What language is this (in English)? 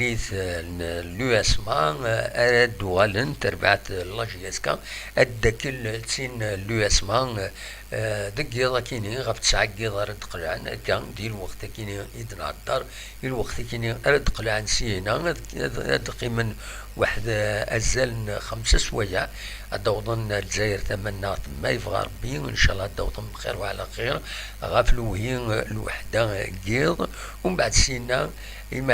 Kabyle